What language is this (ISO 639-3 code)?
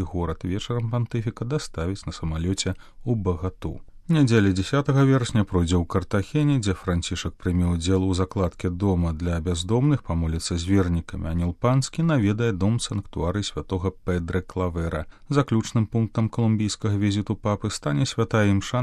bel